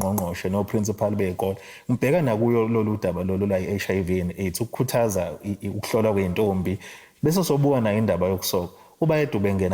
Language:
Zulu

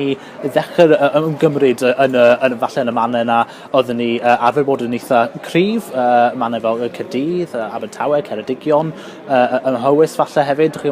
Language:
Welsh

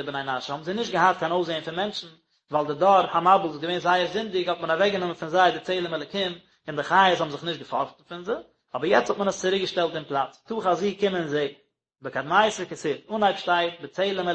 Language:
Yiddish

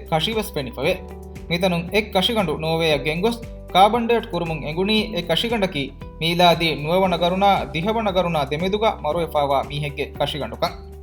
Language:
Divehi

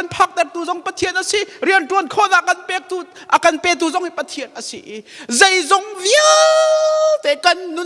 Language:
Hakha Chin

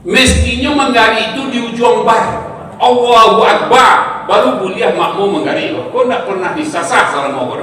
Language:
Minangkabau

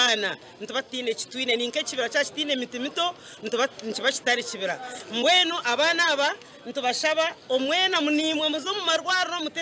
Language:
Nyankole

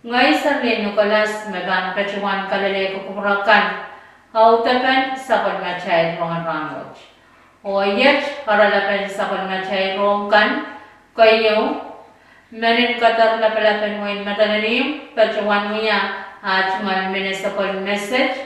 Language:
Pohnpeian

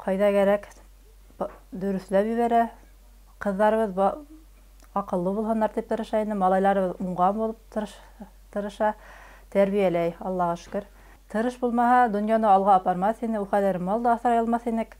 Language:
Bashkir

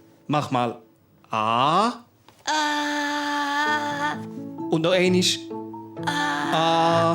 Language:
Swiss German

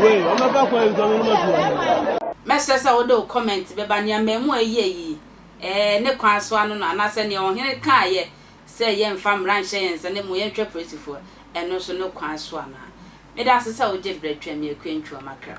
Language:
Akan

